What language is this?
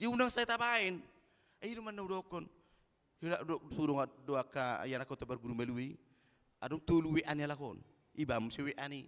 Batak Toba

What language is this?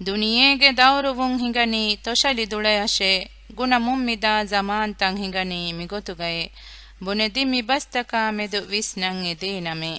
Divehi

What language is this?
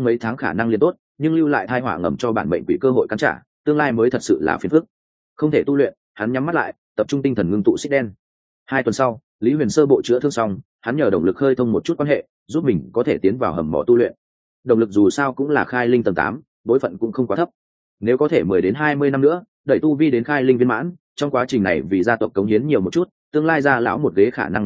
Vietnamese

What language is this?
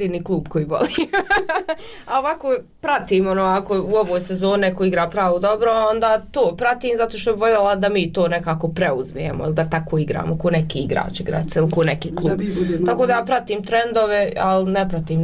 Bosnian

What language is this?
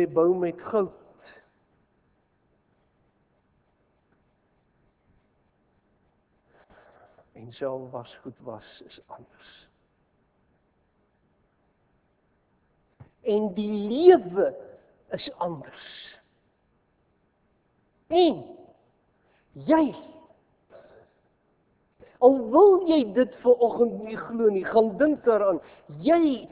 Afrikaans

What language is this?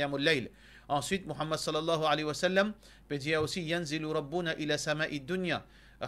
Morisyen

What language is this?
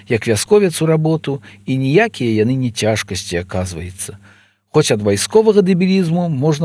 Belarusian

